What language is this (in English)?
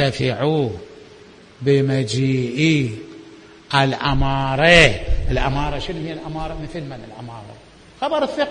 Mesopotamian Arabic